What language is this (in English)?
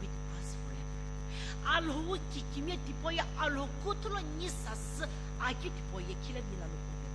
Sumi Naga